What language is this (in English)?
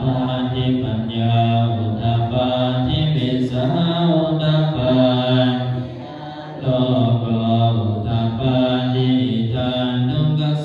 Pali